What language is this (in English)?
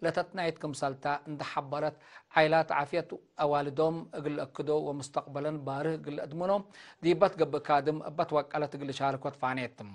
Tigre